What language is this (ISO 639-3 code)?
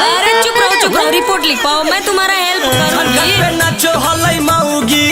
mag